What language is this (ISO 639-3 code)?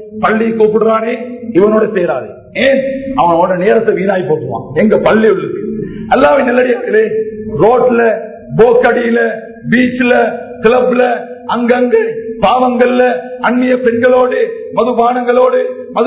tam